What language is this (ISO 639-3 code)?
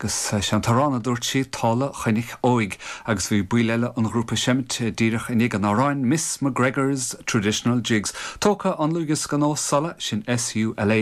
gle